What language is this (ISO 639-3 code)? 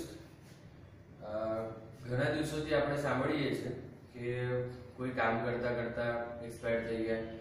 guj